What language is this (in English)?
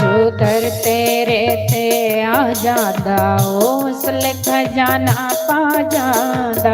Dogri